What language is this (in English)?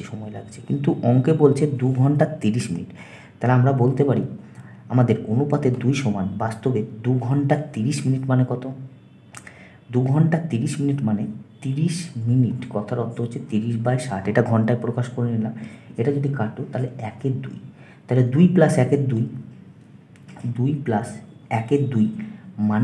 Bangla